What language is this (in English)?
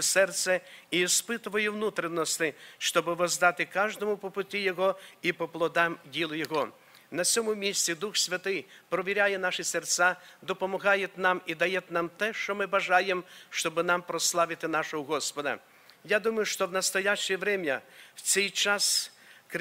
Ukrainian